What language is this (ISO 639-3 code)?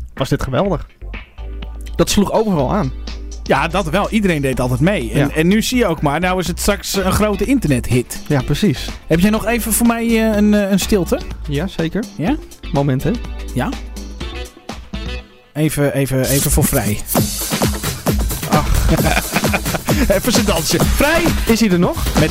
nld